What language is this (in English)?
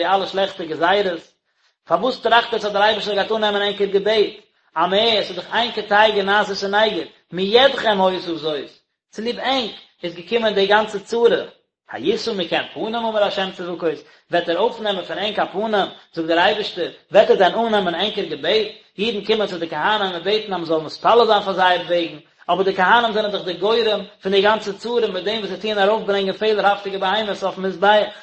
Yiddish